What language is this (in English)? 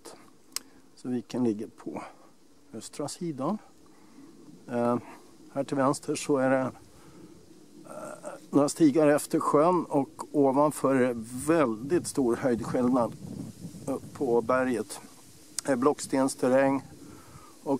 Swedish